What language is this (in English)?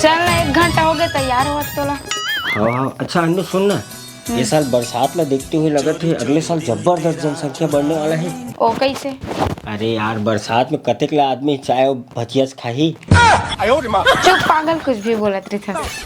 Chhattisgarhi